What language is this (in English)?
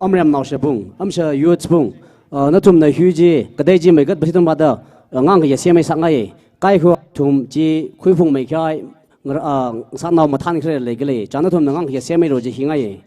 Tangkhul Naga (India)